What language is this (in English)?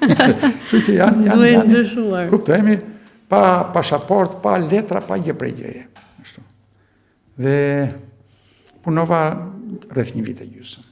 Albanian